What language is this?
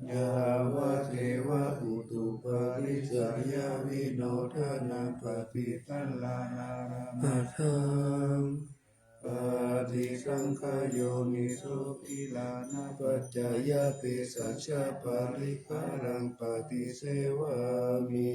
Pali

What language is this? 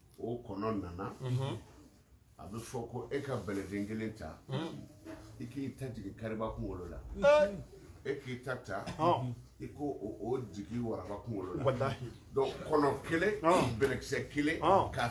Bambara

